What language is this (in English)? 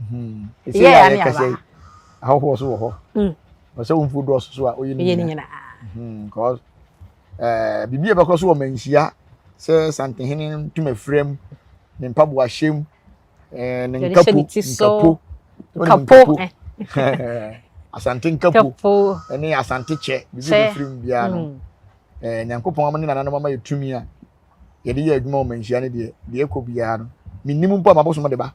Akan